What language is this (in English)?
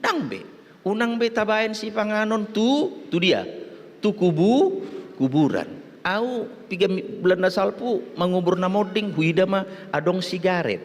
Batak Toba